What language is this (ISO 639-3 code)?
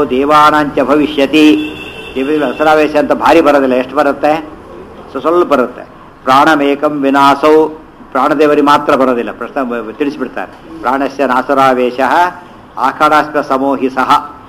kan